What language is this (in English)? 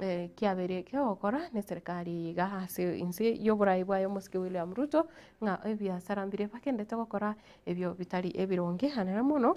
Gusii